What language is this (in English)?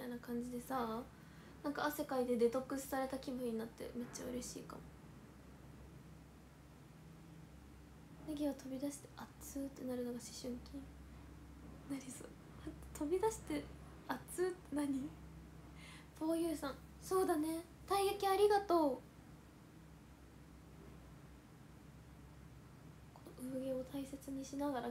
Japanese